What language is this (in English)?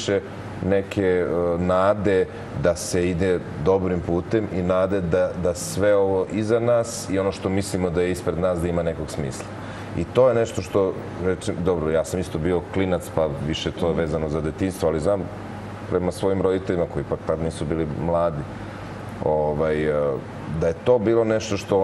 Serbian